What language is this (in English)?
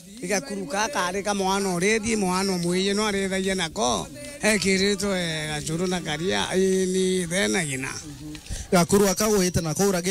Meru